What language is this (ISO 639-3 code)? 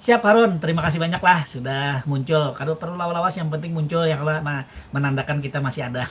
bjn